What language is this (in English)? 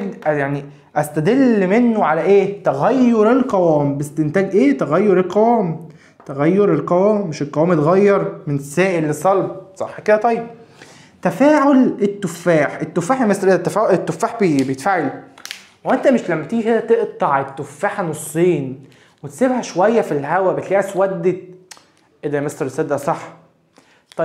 Egyptian Arabic